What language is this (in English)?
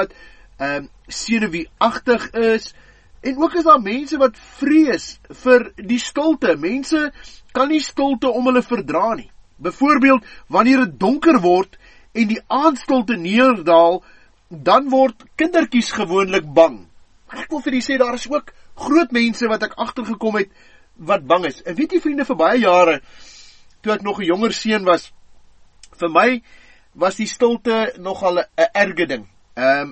Afrikaans